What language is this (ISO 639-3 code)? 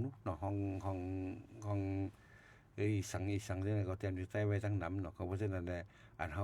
shn